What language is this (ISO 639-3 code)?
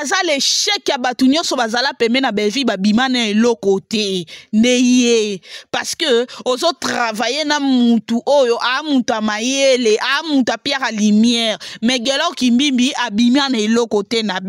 lin